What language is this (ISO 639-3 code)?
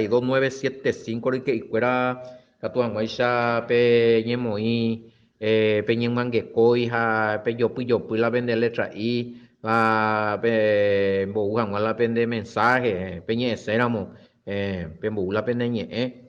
grn